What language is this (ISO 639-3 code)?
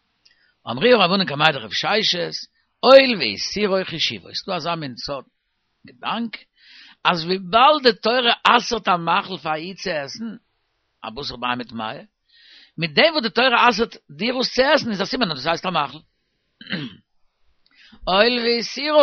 yid